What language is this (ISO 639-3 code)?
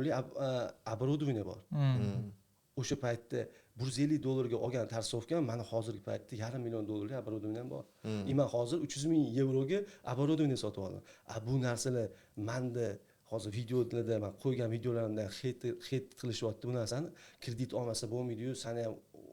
uzb